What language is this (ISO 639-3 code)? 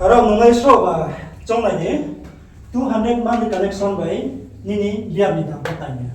ria